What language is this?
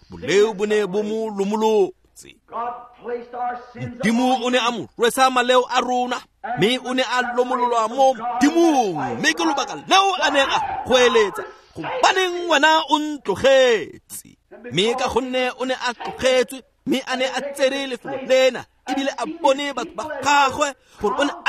Tswana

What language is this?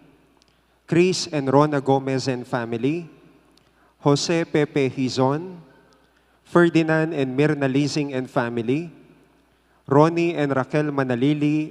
Pampanga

